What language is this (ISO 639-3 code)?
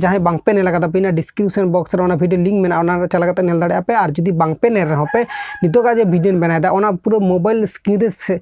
sat